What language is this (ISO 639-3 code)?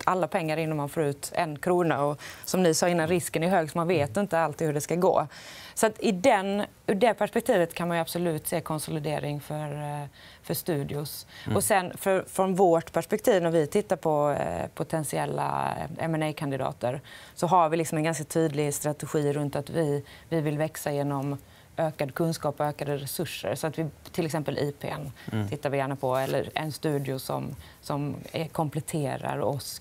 swe